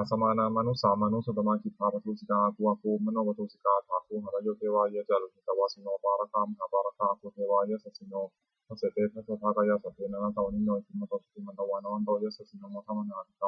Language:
Pali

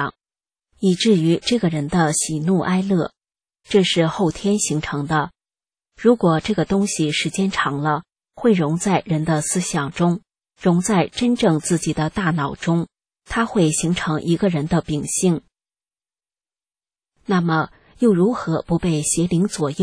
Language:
Chinese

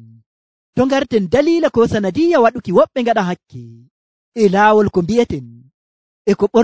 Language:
Nigerian Fulfulde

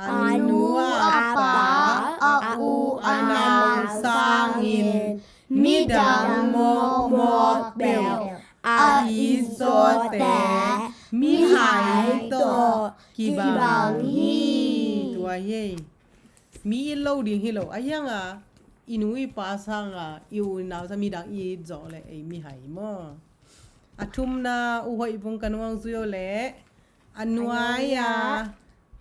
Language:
Tedim Chin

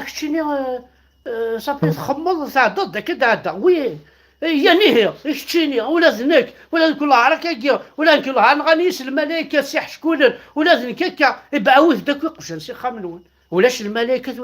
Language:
Kabyle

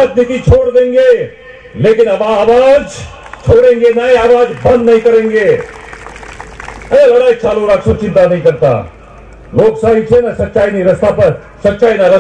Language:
Gujarati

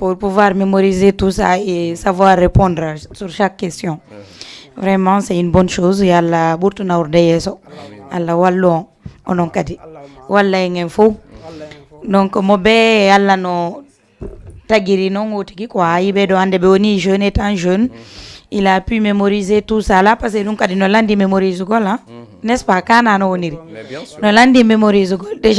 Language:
Fula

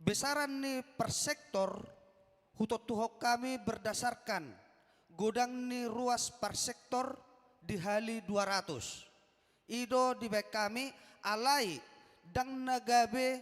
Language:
Batak Toba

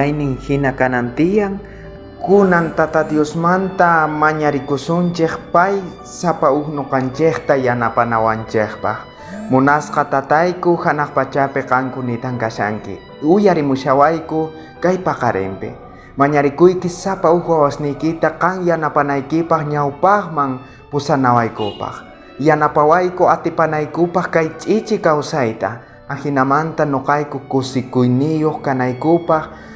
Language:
South Bolivian Quechua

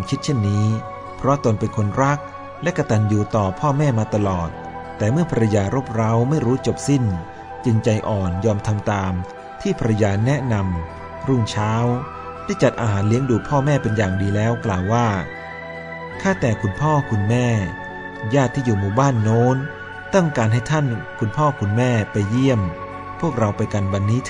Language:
Thai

